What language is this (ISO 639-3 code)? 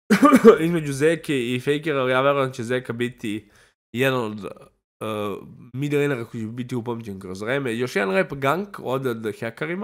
srp